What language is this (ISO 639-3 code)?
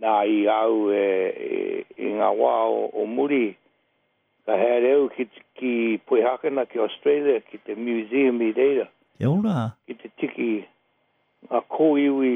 mri